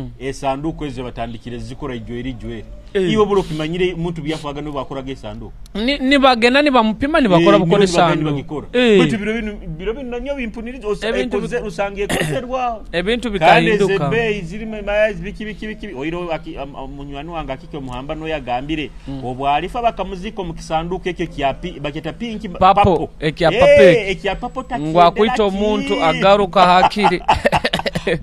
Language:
Nyoro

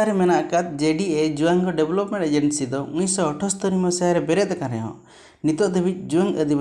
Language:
Santali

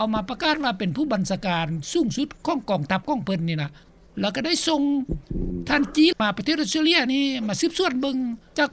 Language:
Lao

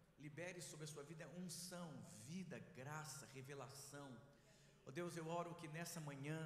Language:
Portuguese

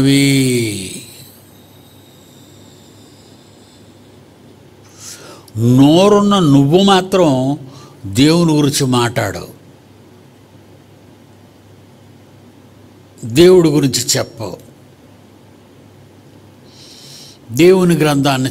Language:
Telugu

